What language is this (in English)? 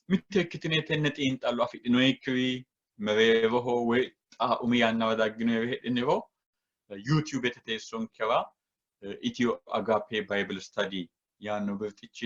Sidamo